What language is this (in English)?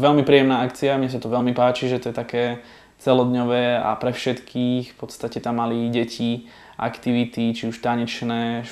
Slovak